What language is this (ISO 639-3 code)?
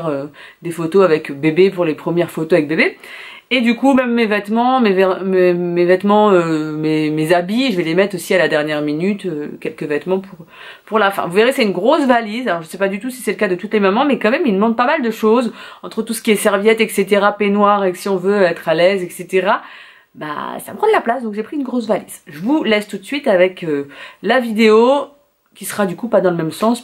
fra